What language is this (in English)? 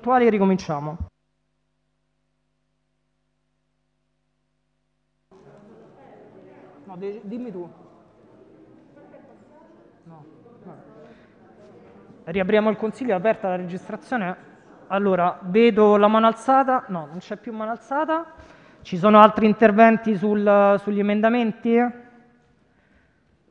Italian